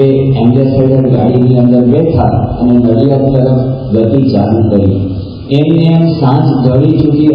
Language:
Gujarati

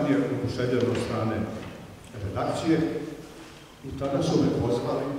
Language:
Serbian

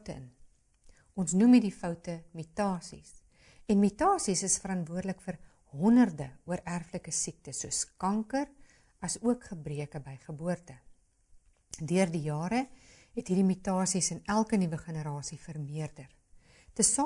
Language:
Afrikaans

